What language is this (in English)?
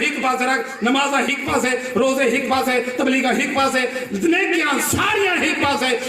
Saraiki